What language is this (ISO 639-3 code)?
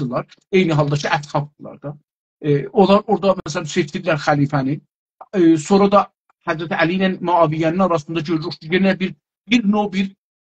azb